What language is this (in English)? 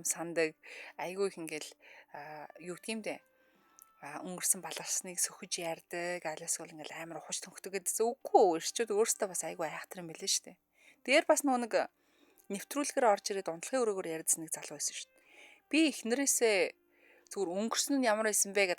Mongolian